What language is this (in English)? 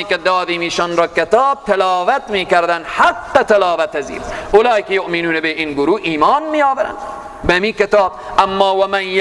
Persian